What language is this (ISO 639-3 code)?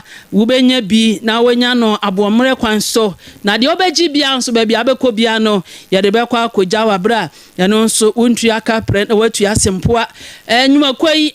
aka